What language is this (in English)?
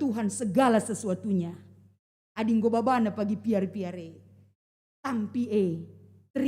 Batak Karo